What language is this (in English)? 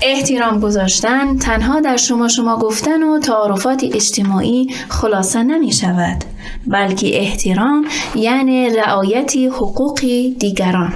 Tajik